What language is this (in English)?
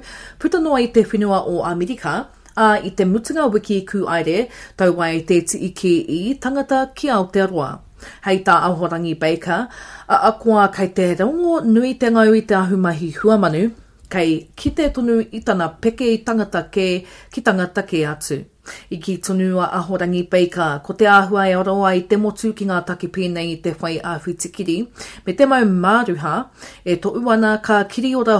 Māori